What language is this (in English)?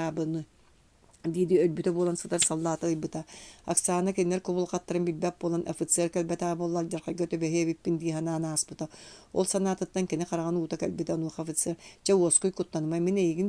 Yakut